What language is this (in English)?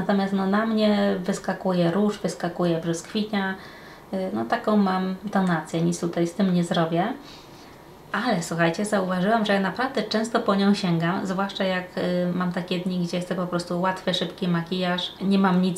Polish